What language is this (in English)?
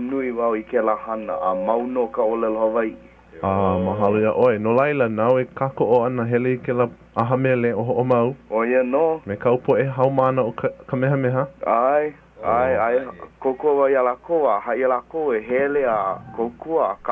Hawaiian